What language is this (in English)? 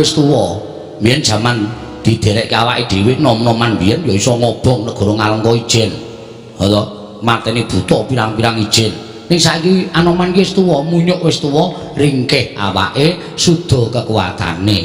Javanese